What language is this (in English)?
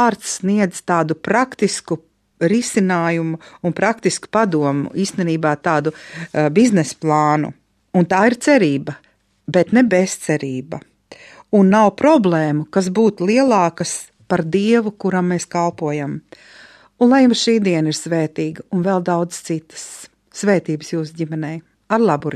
Latvian